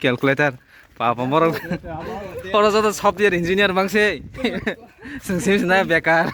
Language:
Kok Borok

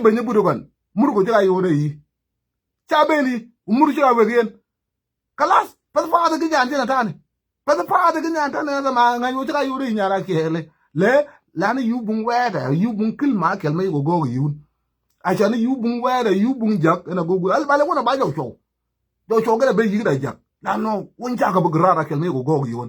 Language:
Nuer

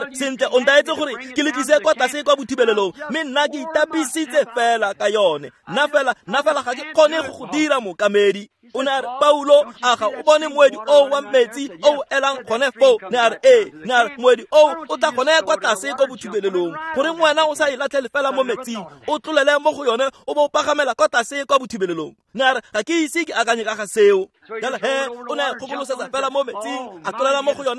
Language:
Tswana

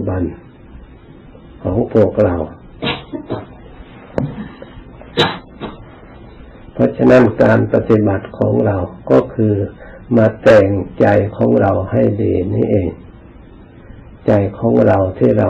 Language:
Thai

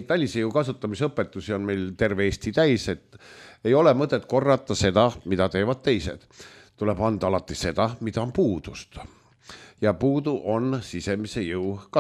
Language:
Estonian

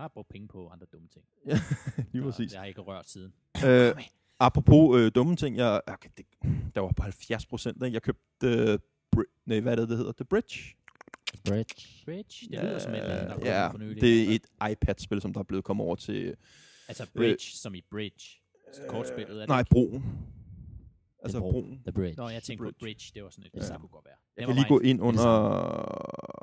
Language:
Danish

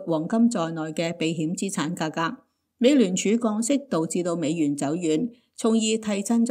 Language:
Cantonese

